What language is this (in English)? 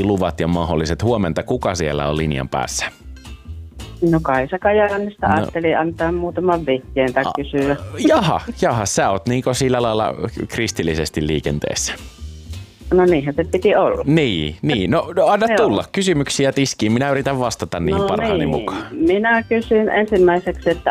Finnish